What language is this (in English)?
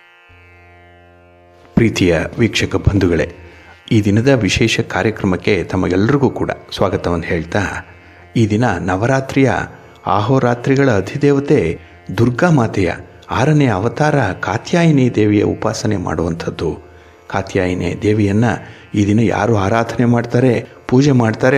Kannada